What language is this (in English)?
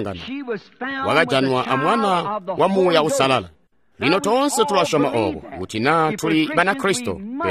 Tonga (Zambia)